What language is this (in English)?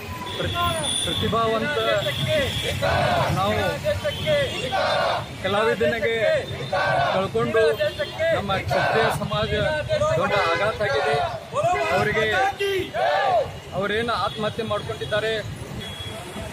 Kannada